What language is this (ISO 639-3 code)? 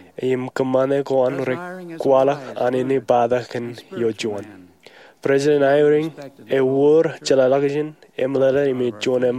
mah